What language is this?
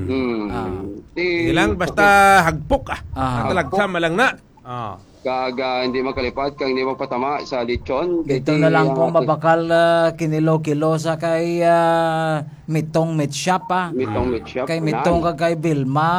Hiligaynon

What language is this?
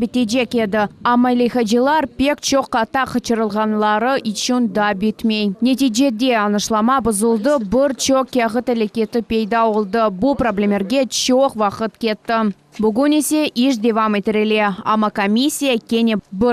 Crimean Tatar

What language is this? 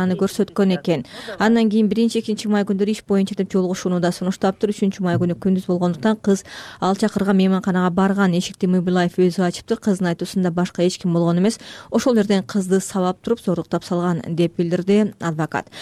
Kyrgyz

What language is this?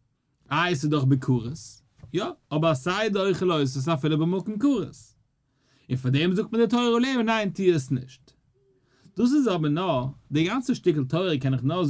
Yiddish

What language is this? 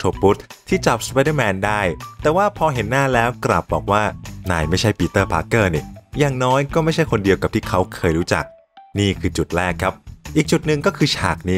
Thai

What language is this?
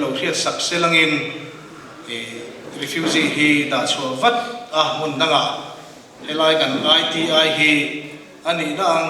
Mizo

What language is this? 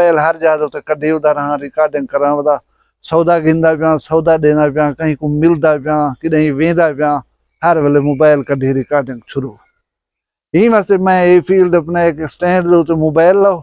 Saraiki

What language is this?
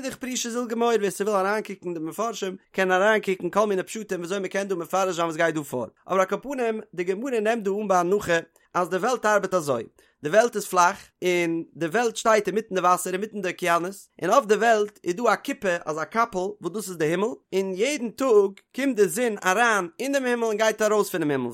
Yiddish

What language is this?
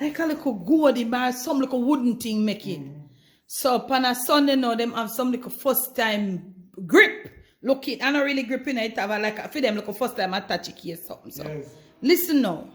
Jamaican Creole English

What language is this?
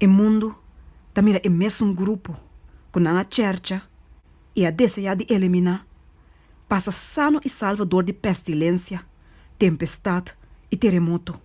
Papiamento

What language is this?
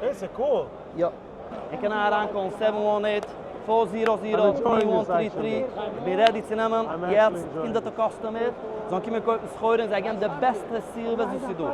Yiddish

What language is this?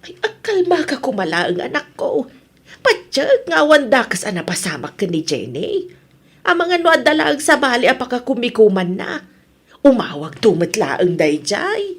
Iloko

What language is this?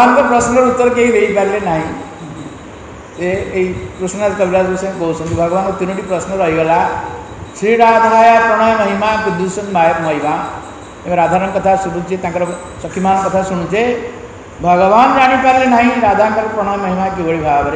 Odia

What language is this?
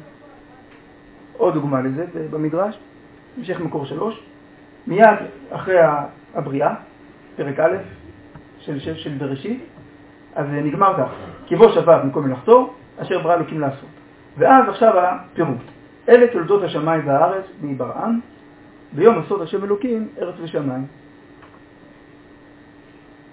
Hebrew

